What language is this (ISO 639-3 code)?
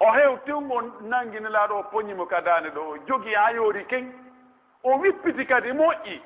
fuf